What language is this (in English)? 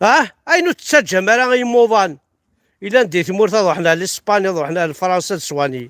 Kabyle